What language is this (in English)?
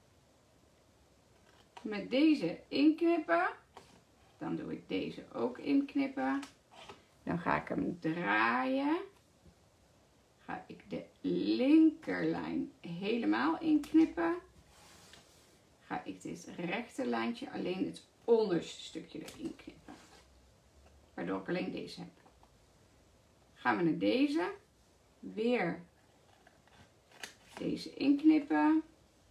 Dutch